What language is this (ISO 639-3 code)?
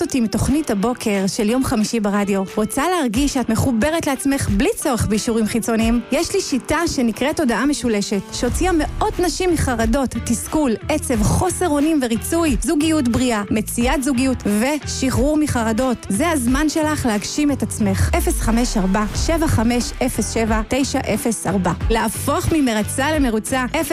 heb